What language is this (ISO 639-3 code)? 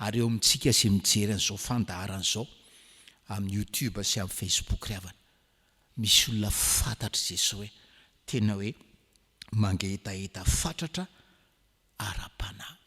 mlg